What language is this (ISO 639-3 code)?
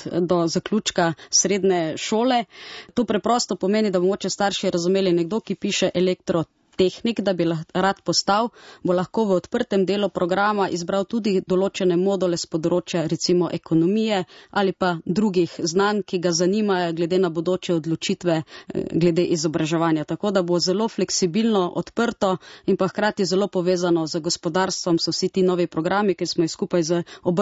slv